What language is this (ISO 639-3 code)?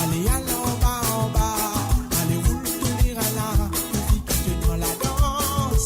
mfe